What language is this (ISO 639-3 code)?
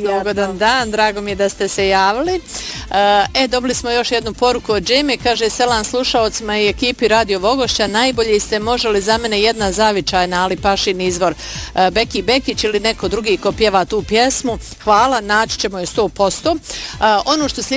bos